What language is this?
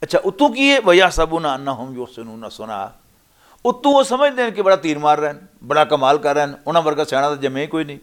Western Panjabi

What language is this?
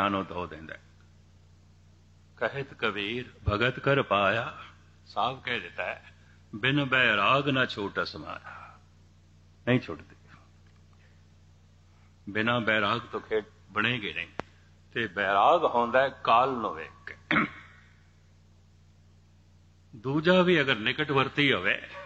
Punjabi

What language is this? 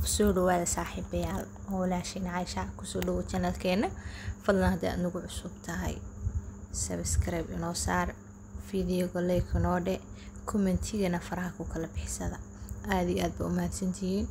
Somali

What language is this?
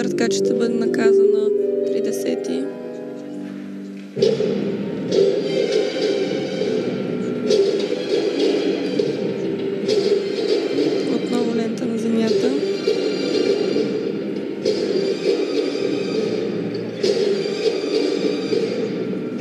Bulgarian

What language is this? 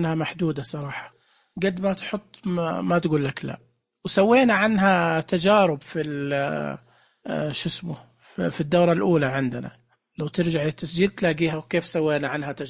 Najdi Arabic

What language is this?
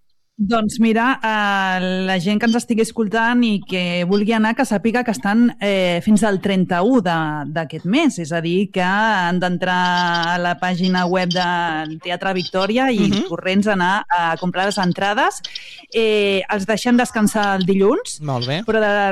Catalan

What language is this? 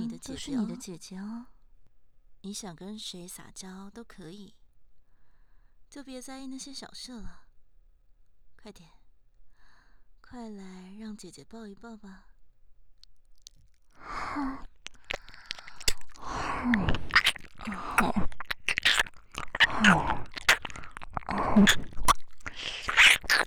Chinese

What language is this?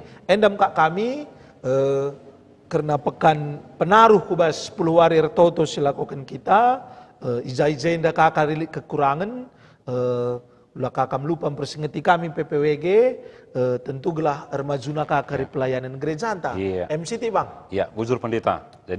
Batak Karo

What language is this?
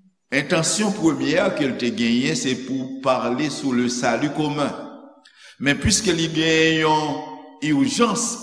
Haitian Creole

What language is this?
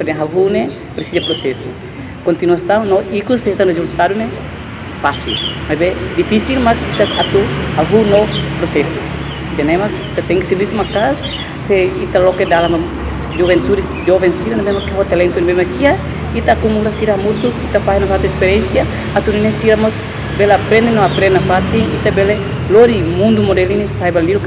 Tetum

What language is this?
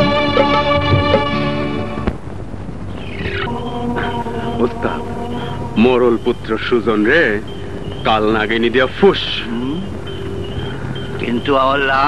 Bangla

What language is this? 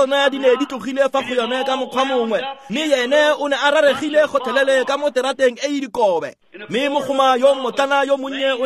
Tswana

